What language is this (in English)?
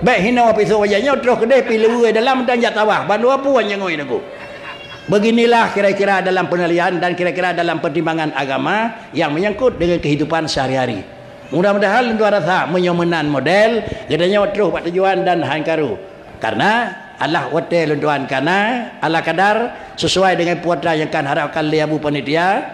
Achinese